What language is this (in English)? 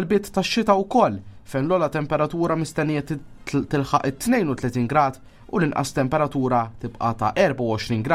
Maltese